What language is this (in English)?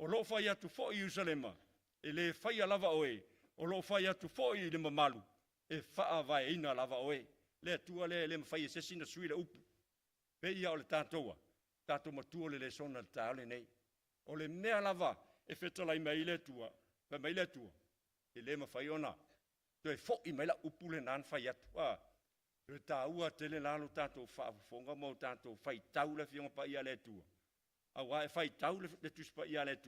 Samoan